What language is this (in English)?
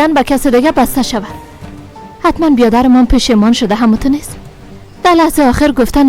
Persian